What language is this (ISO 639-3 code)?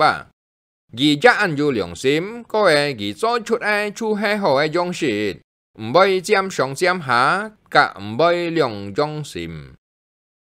hak